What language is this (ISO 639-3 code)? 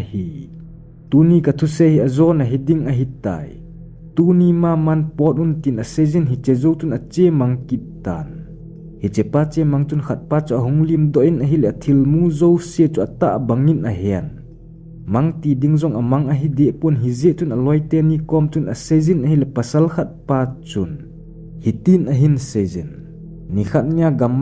tcz